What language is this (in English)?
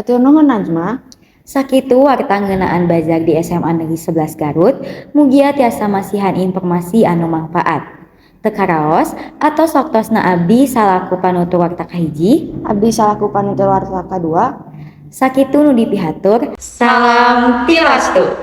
Sundanese